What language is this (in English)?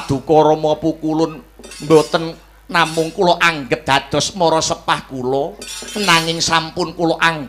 Javanese